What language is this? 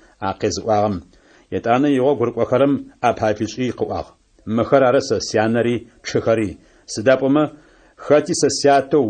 Adyghe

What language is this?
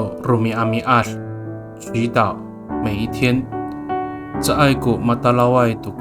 Amis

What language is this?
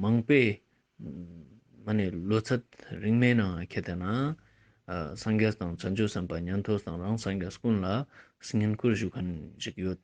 Ladakhi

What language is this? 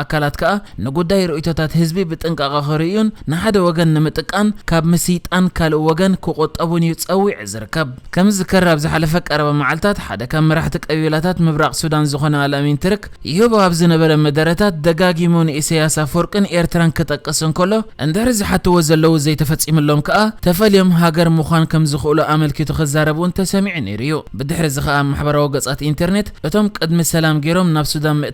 Tigrinya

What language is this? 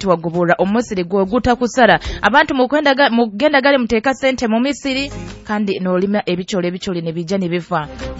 Nyoro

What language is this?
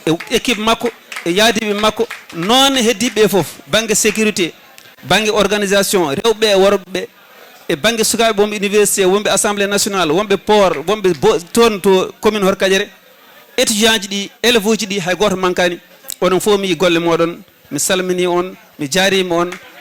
Fula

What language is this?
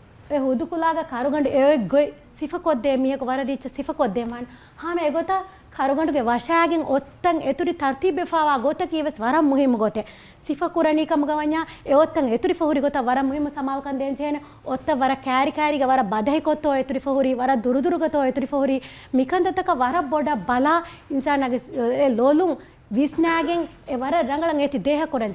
Divehi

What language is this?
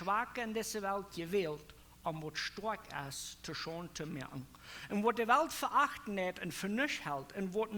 Plautdietsch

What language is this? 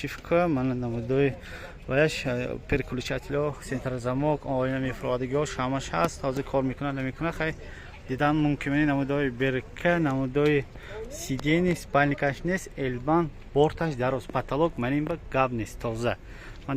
Tajik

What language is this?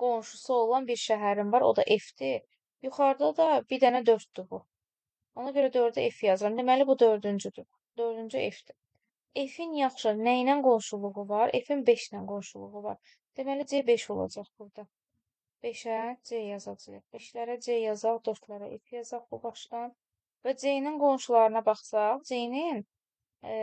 Azerbaijani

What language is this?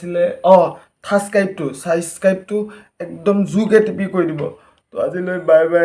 Assamese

